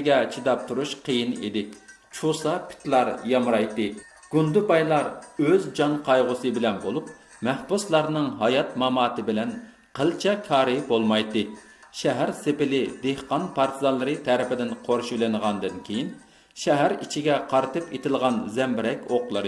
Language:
Uyghur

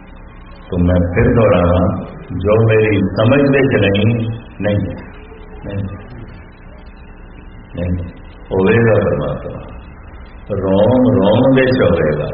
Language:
Punjabi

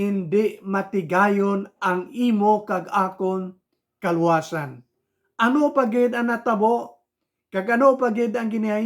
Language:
Hiligaynon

